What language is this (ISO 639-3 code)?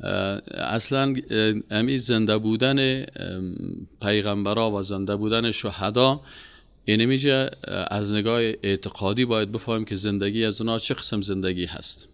fas